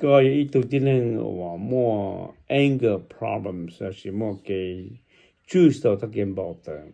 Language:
Hmong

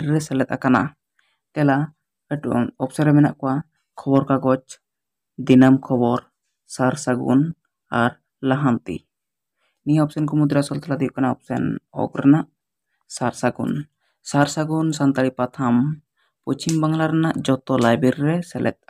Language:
Santali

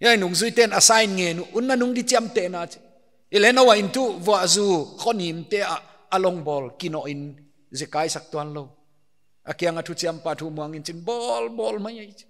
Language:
Paite Chin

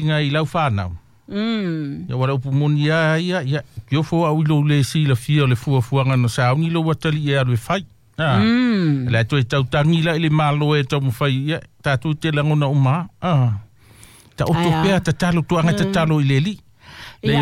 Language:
Samoan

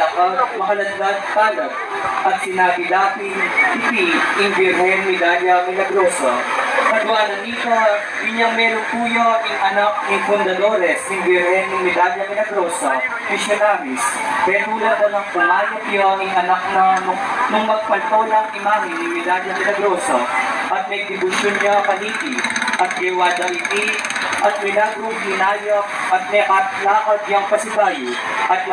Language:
Pampanga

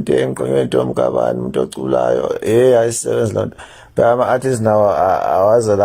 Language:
Zulu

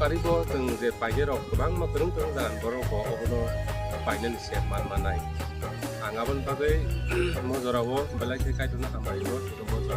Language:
Kok Borok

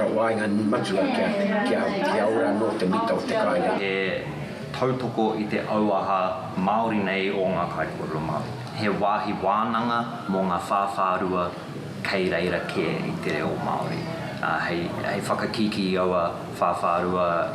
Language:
Māori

